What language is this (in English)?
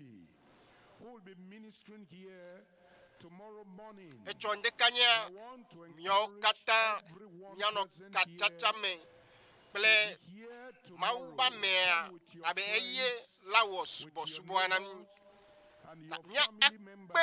Ewe